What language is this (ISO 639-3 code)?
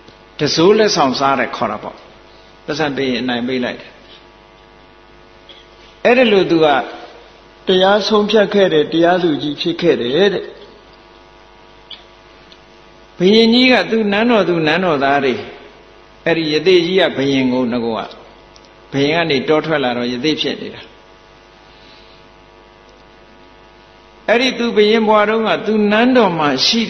mya